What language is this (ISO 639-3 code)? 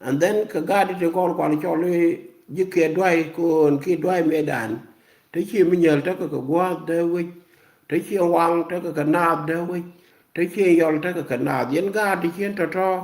nus